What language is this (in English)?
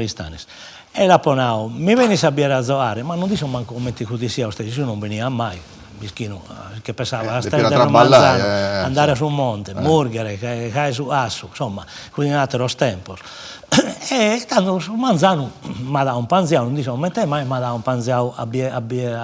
Sardinian